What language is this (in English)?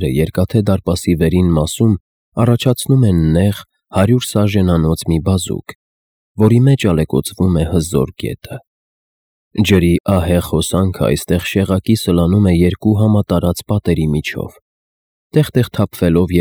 Armenian